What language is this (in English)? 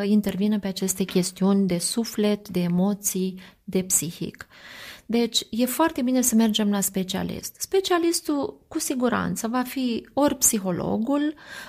Romanian